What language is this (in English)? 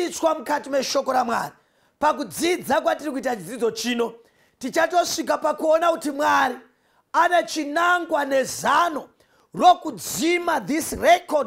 Shona